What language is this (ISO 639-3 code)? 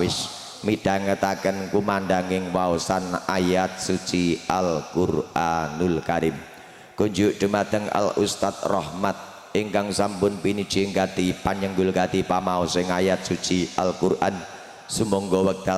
jav